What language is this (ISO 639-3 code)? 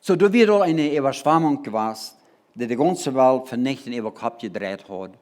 pdt